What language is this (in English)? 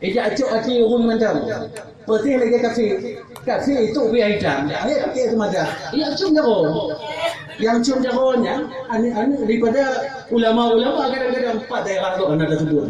Achinese